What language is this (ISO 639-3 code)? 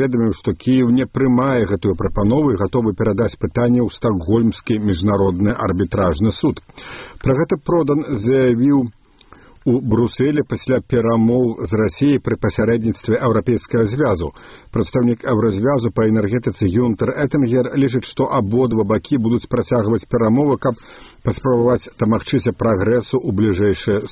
bel